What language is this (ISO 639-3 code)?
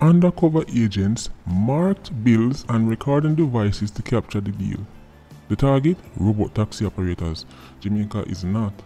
jam